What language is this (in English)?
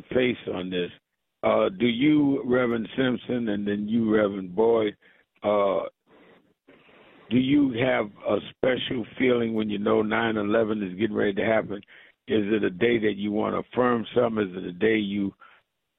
English